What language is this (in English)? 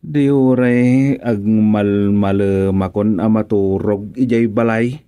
Iloko